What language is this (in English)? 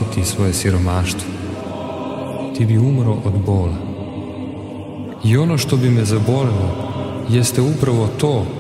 Serbian